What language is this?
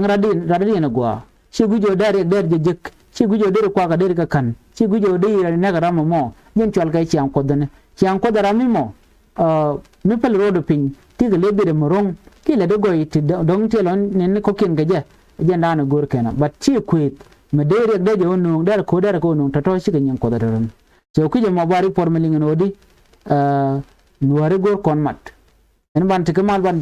Nuer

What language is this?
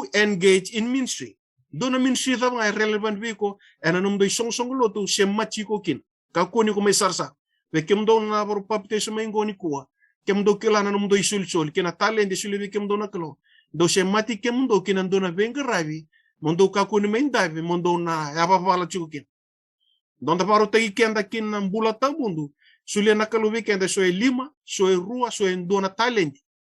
Fijian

